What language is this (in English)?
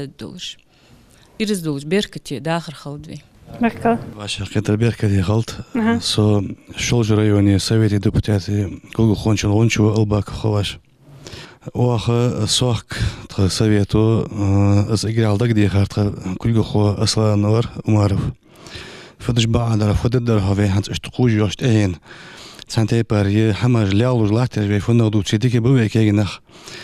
Ingush